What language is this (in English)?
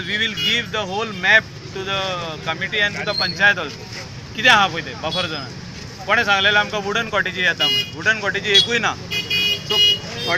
Konkani